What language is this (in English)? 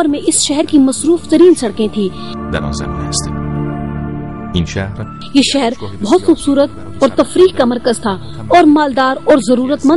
Urdu